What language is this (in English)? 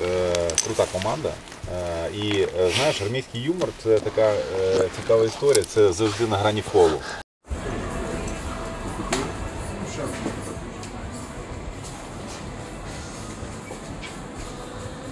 Ukrainian